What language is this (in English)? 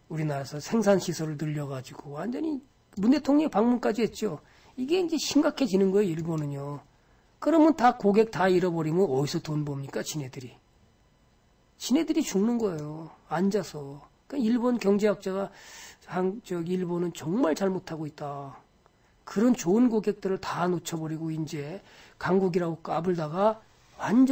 Korean